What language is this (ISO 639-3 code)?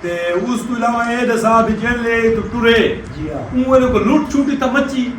skr